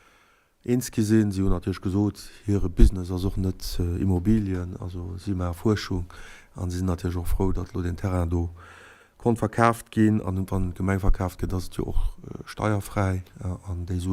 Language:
Luxembourgish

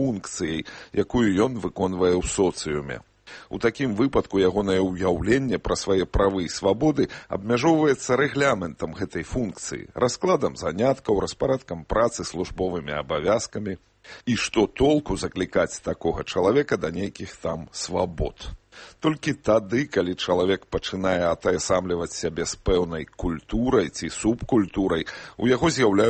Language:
Belarusian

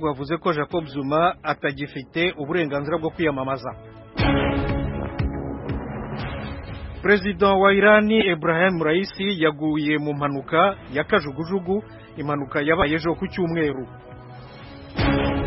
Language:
Kinyarwanda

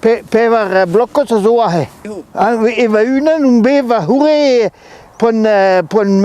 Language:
Breton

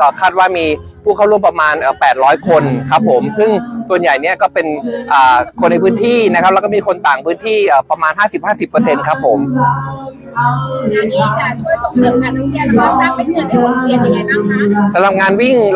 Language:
Thai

